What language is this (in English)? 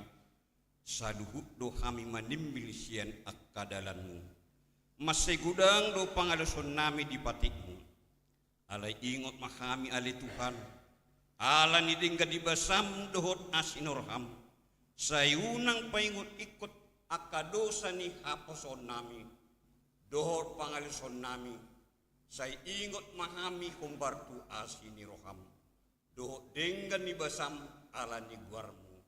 Batak Toba